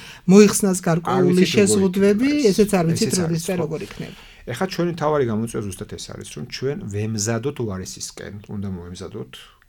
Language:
Georgian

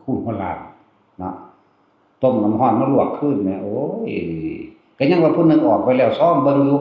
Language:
Northeastern Thai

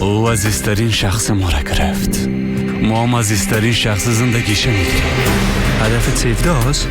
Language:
Persian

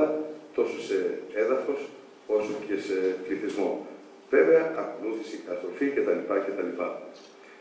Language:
Greek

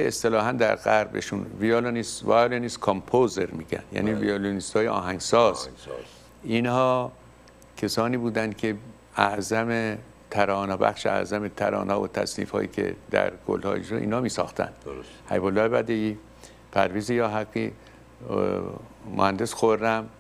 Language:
Persian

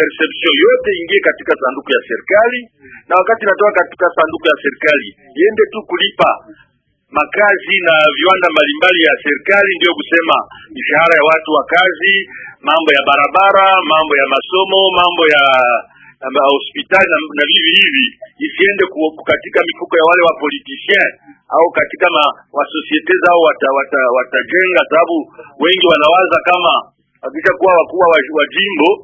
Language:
Swahili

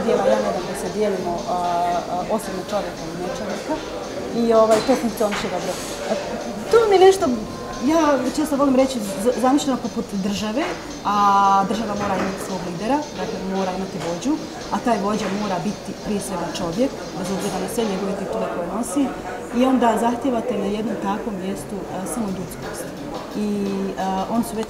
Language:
Bosnian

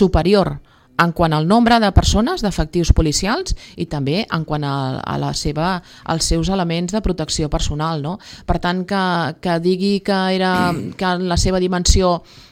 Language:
Catalan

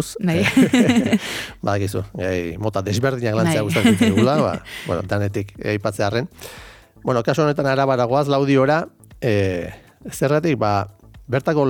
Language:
Basque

